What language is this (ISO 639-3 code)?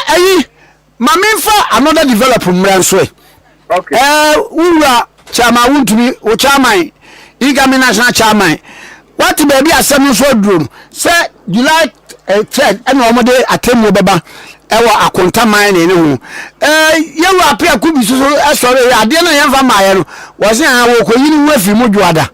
aka